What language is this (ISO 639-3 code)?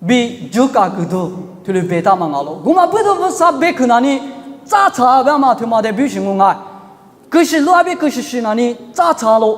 lis